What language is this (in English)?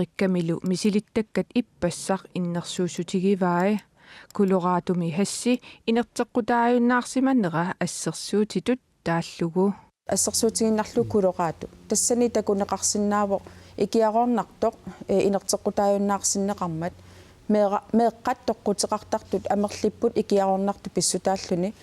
Kalaallisut